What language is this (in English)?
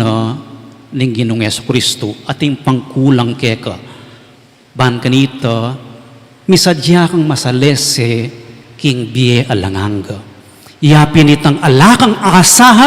Pampanga